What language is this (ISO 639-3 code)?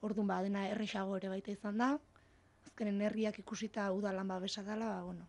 eus